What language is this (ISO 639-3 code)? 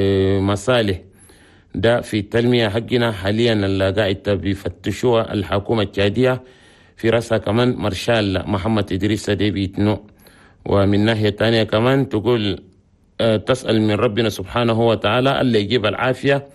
shu